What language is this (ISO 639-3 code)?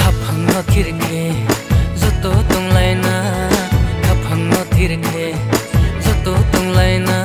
ria